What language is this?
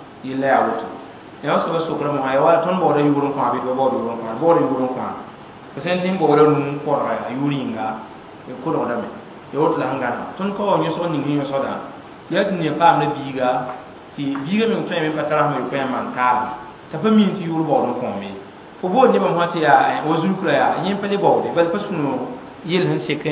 Mossi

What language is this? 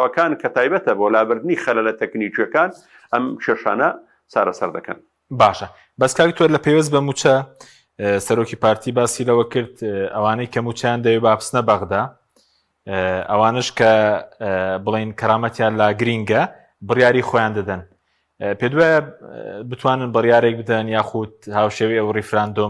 Central Kurdish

